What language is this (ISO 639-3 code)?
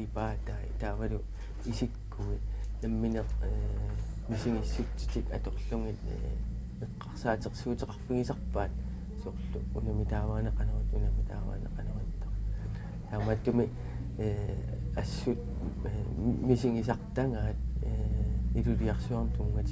kal